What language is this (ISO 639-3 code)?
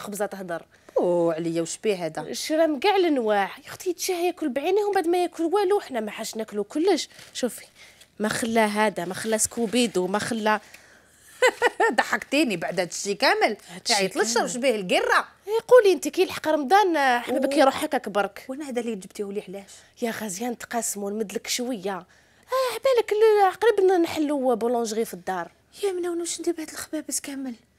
arq